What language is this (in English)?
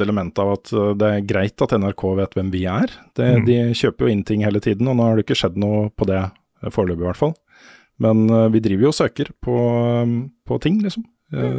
Norwegian